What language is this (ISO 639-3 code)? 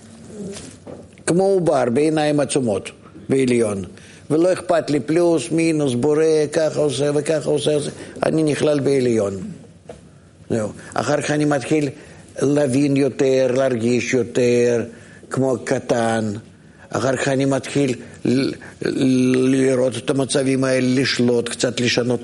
heb